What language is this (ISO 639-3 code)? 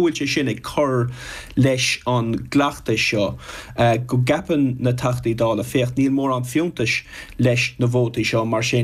gle